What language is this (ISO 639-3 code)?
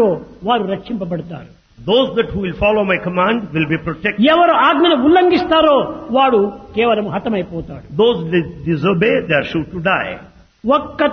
tel